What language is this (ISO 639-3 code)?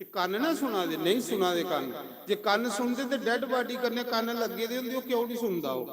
doi